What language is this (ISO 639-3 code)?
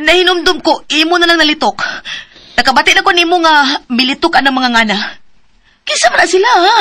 ceb